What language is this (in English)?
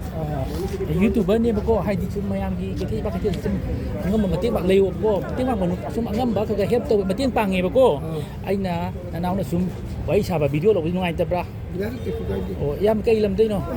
Manipuri